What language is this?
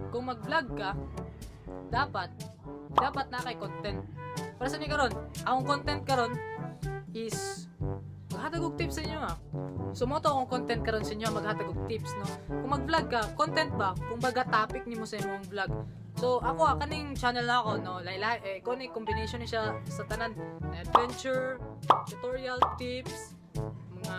Cebuano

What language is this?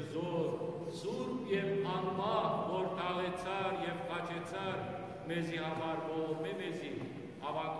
Western Armenian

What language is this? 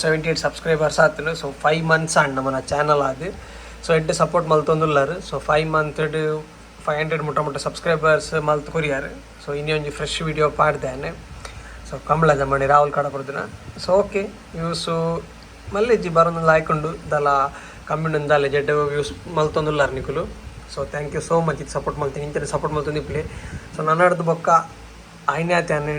Tulu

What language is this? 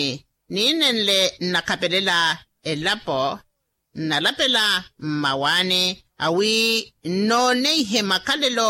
Makhuwa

